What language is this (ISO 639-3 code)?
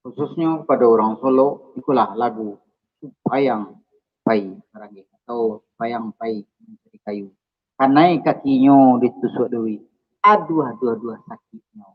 min